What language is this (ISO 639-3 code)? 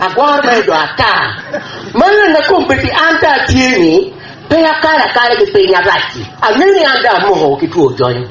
ach